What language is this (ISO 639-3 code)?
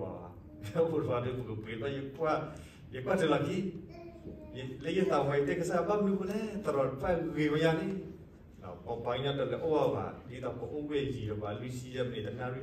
ksw